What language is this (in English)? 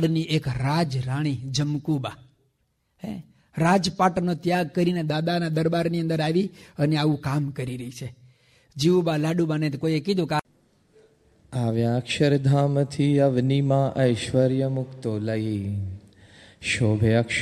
Gujarati